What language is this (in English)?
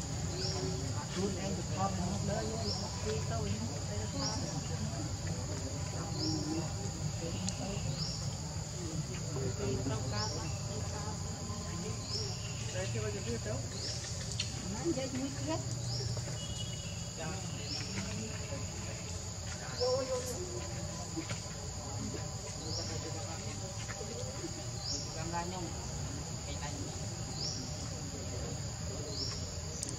Vietnamese